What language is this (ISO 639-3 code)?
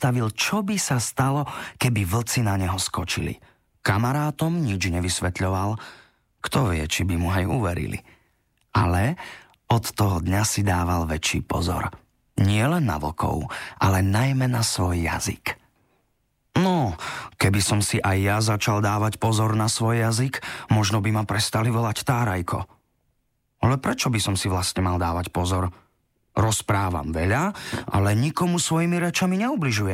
slk